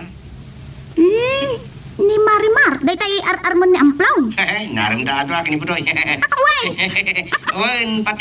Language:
Iloko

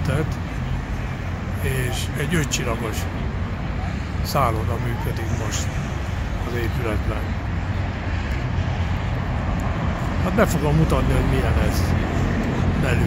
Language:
Hungarian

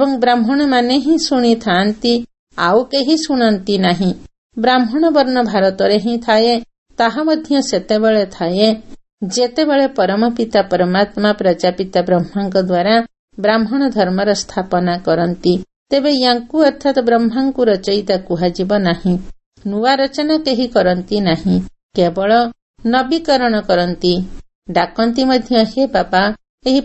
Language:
Odia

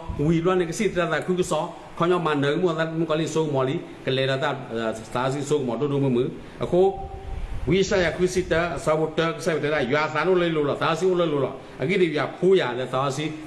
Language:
S'gaw Karen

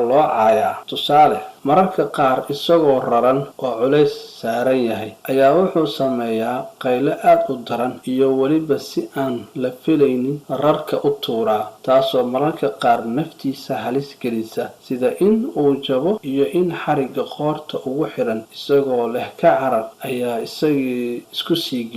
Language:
Somali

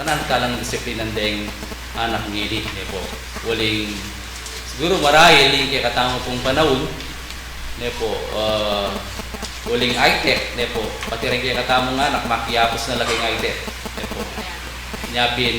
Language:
Pampanga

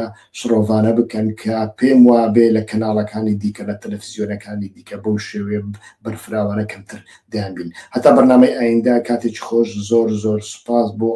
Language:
Central Kurdish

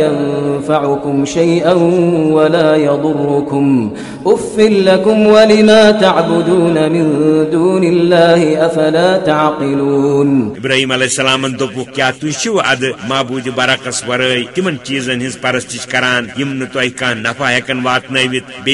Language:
Kashmiri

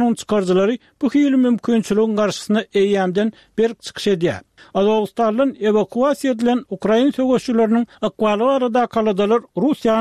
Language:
Turkmen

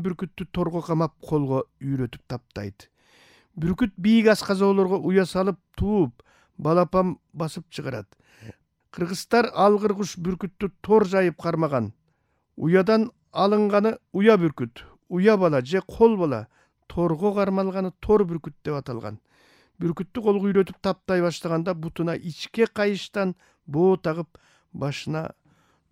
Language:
Kyrgyz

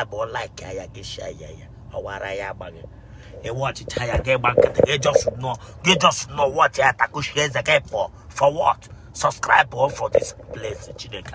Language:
Igbo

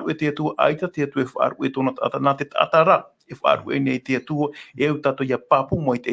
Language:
Tahitian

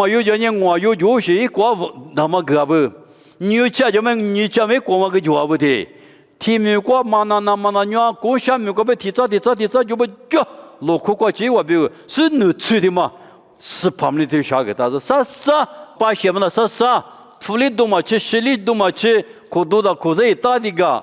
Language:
Lisu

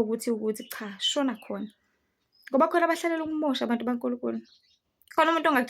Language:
Zulu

